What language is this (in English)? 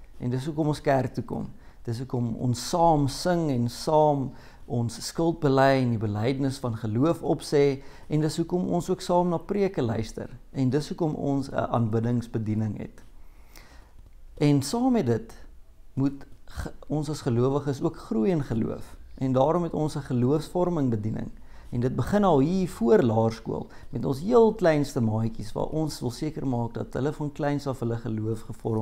Afrikaans